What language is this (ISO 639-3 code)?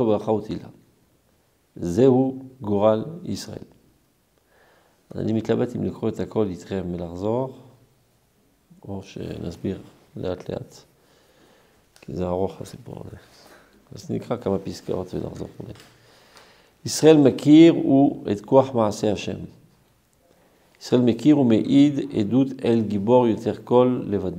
heb